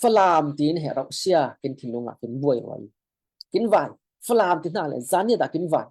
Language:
Falam Chin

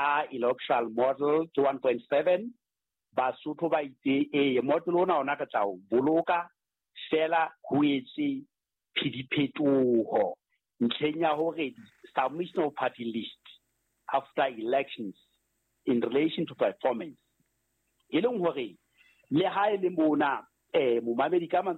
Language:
Southern Sotho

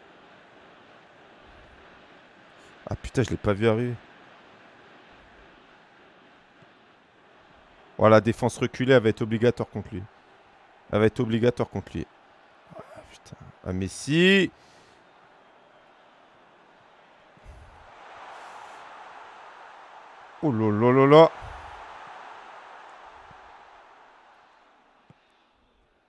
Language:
French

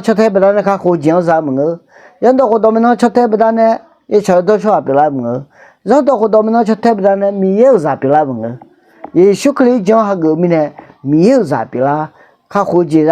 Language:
Akha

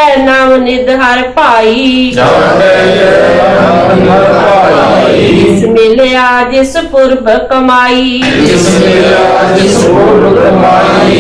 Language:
Punjabi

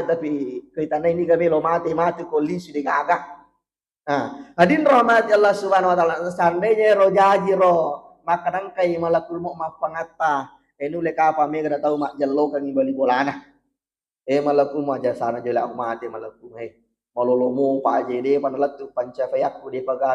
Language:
Buginese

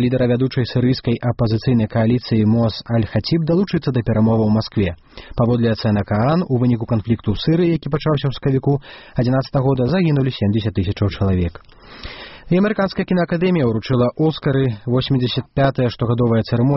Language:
Belarusian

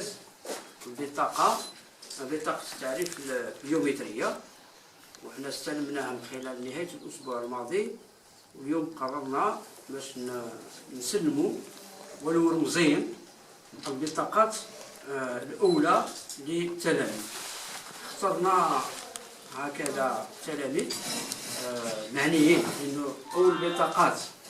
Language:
Algerian Arabic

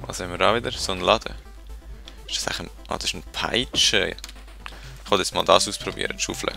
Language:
Swiss German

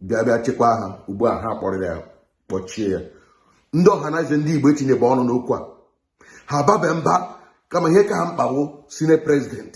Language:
Igbo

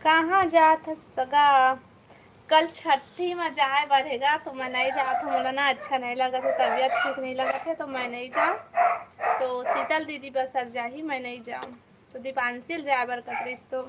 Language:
Chhattisgarhi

